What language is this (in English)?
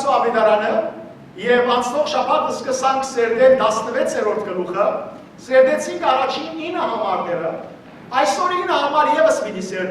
Western Armenian